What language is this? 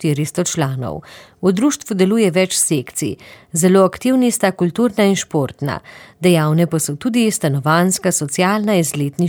Slovenian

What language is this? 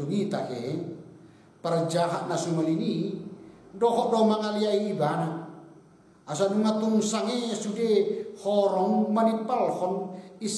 Batak Toba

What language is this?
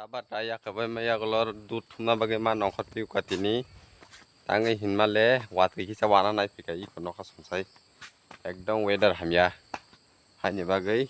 Kok Borok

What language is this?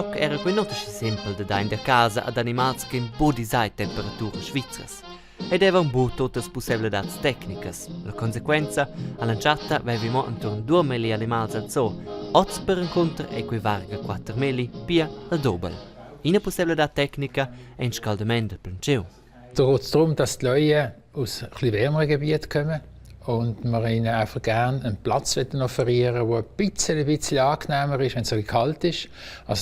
Romansh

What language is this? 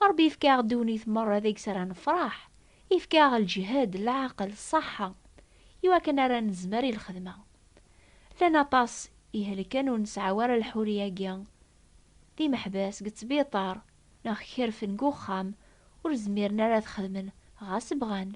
Kabyle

